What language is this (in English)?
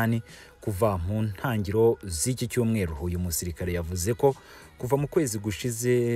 Kinyarwanda